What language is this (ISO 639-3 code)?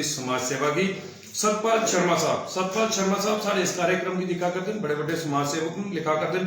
doi